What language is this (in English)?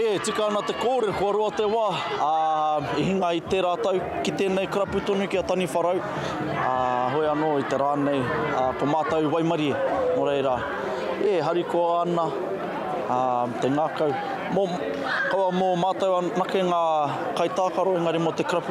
Māori